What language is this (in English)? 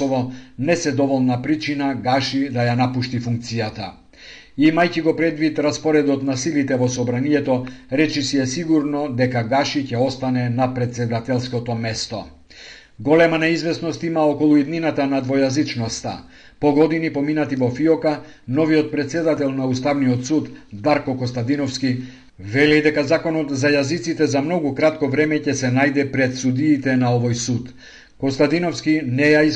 Macedonian